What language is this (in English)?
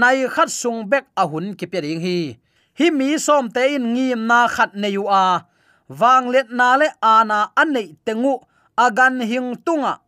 Tedim Chin